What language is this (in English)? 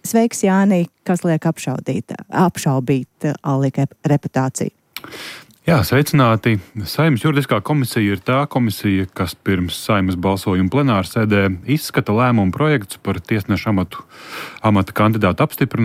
Latvian